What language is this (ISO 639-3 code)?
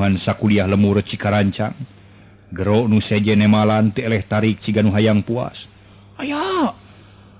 sun